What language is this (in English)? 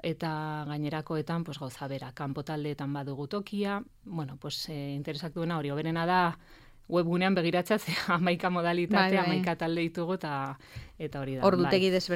Basque